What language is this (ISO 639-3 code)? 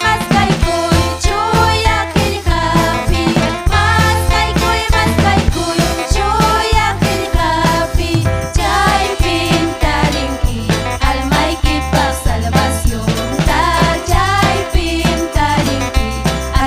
quy